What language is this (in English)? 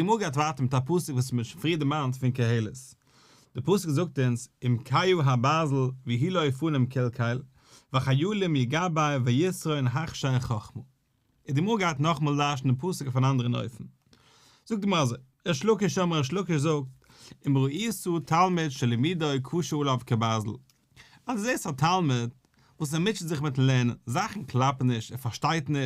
Yiddish